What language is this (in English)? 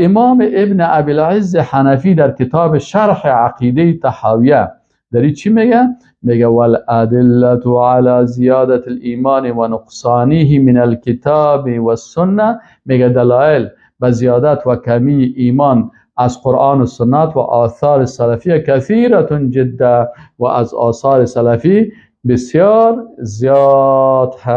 Persian